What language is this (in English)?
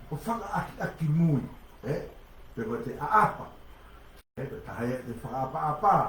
Tongan